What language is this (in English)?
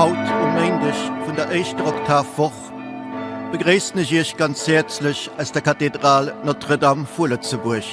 Luxembourgish